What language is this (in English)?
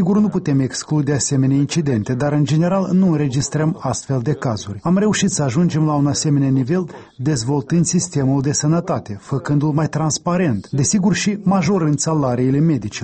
Romanian